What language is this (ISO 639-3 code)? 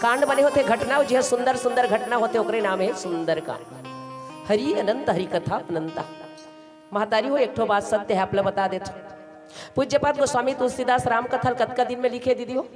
hne